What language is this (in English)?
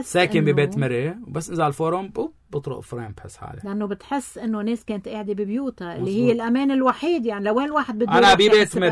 North Levantine Arabic